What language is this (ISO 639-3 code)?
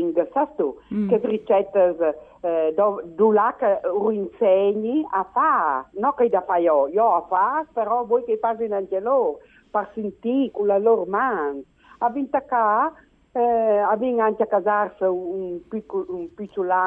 fur